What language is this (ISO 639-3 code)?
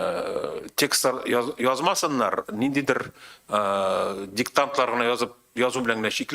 tat